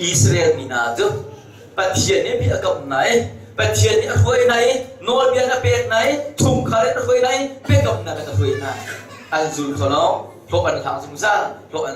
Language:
Hakha Chin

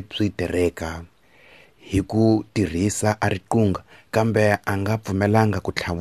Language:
Tsonga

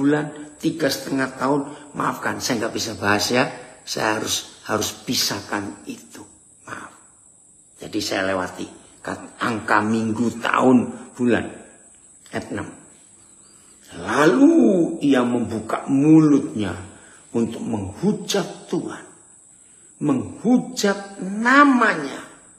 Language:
Indonesian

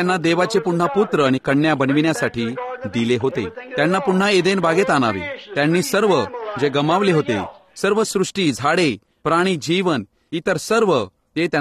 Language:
Marathi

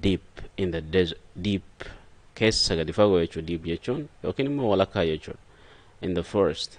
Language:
Oromo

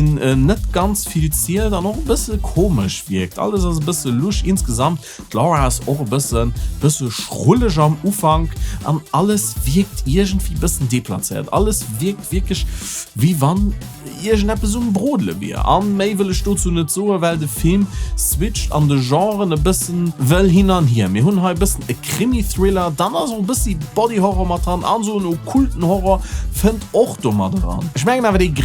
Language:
Luxembourgish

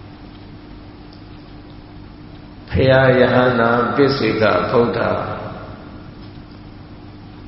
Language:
Burmese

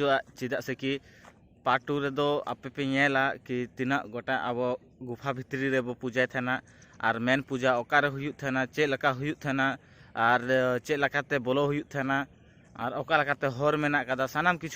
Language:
Santali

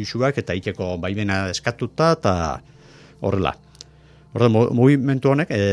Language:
Basque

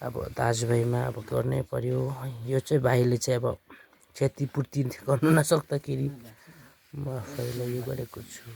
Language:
Nepali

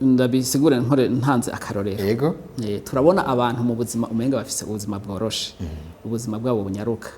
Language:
Rundi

